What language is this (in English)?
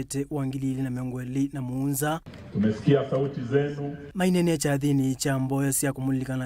Kamba